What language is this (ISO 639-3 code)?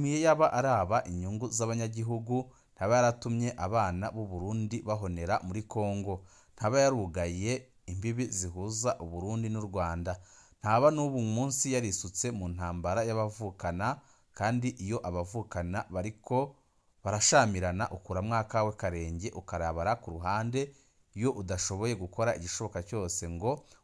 run